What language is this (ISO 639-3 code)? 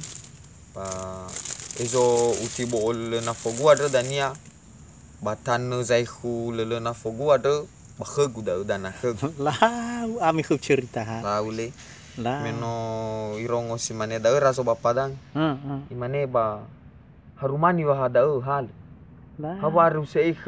nia